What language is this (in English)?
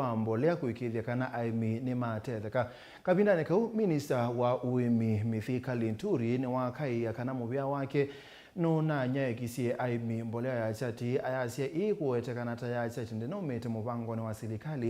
Kamba